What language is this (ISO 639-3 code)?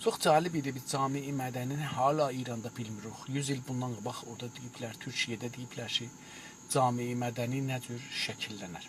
azb